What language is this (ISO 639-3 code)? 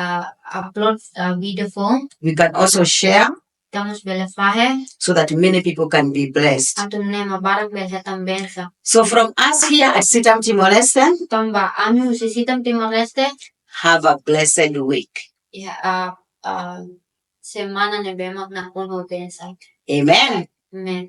tet